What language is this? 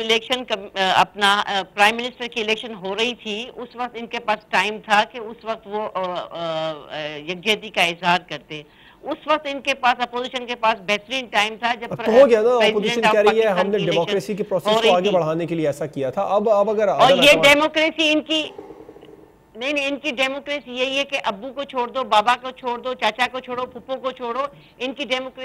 Urdu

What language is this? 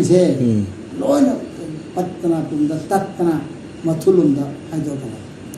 Manipuri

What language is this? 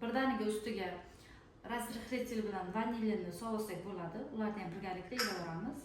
Uzbek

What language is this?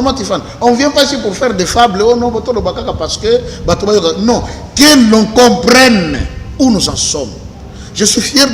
Lingala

